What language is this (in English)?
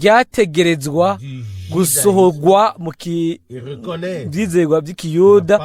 Rundi